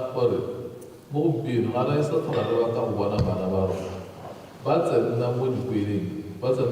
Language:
Tswana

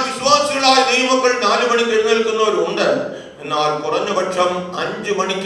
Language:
Malayalam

